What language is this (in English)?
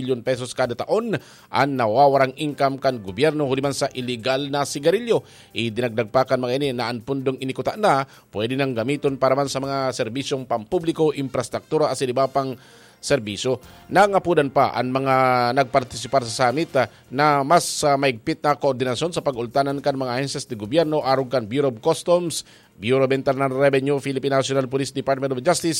Bikol